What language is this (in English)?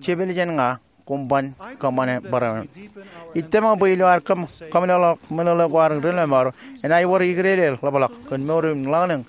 Marshallese